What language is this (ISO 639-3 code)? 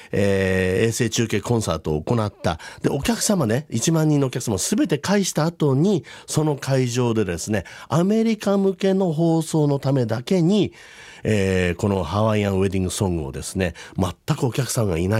jpn